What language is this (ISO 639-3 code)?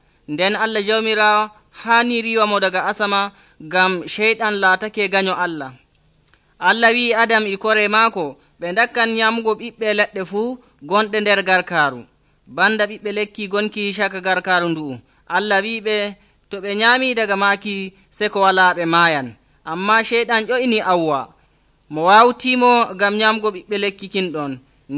fuv